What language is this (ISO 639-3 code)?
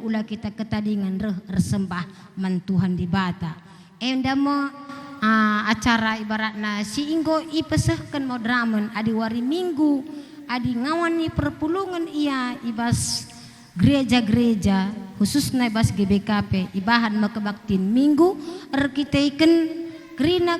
btx